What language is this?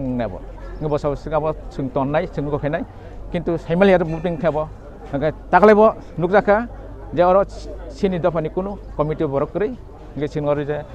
Kok Borok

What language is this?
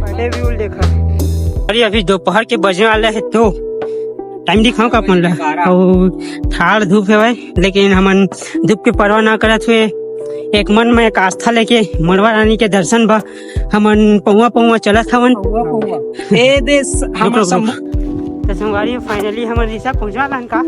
Chhattisgarhi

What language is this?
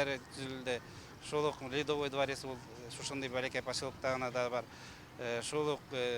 Tatar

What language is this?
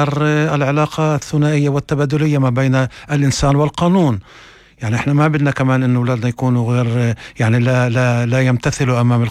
North Levantine Arabic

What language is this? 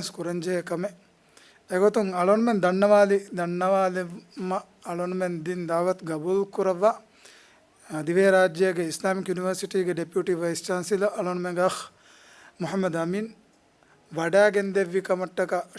Divehi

